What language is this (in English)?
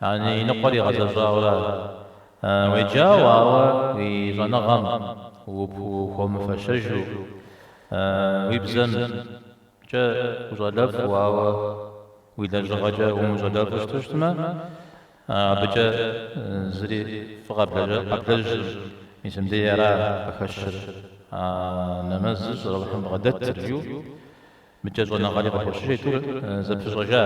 Kabardian